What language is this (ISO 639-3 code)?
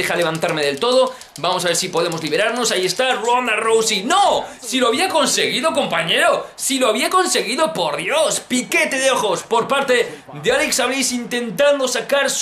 spa